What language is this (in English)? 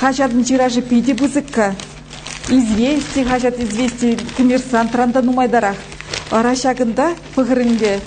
Chuvash